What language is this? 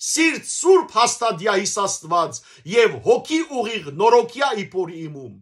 Western Armenian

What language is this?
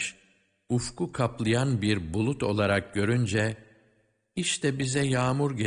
Turkish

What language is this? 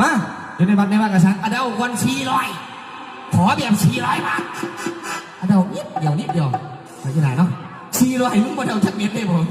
Northeastern Thai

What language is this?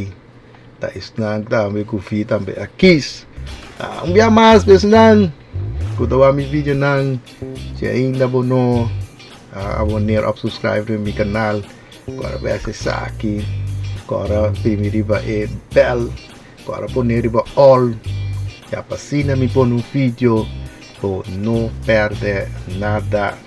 Papiamento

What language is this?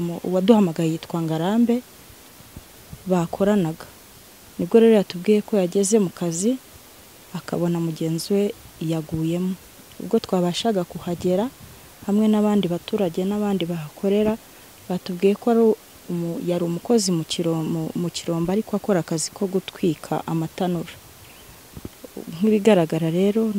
Kinyarwanda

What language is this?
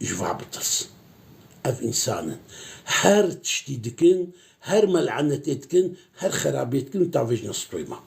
Kurdish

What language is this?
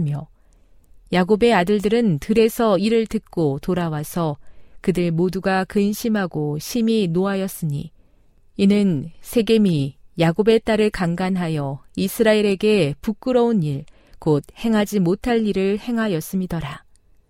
Korean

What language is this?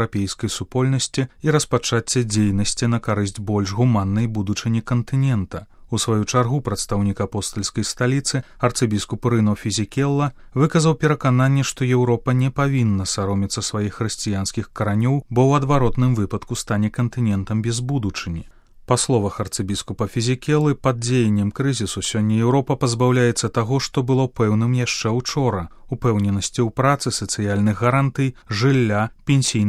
Belarusian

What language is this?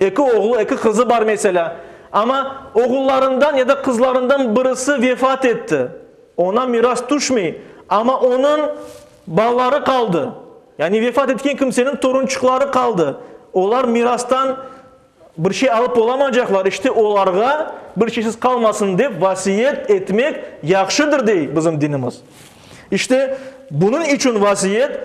Crimean Tatar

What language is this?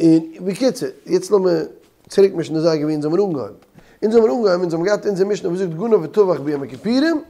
Yiddish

